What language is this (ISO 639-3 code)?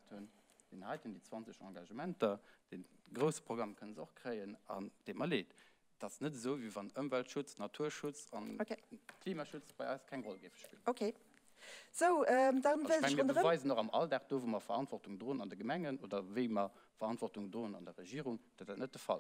ltz